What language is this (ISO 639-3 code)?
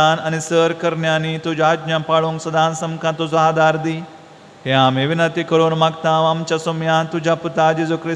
kok